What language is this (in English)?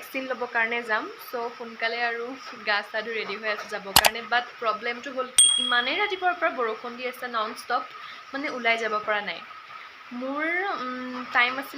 Assamese